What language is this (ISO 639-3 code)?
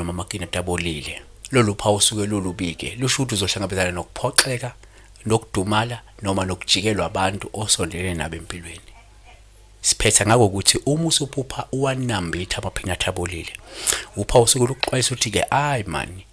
zul